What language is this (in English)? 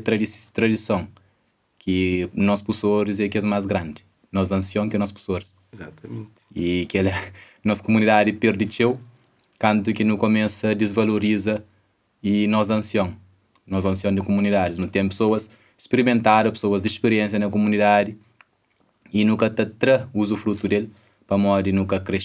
Kabuverdianu